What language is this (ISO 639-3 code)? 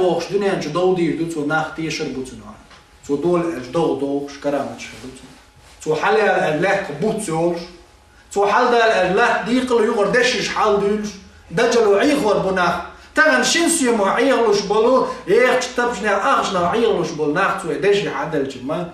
che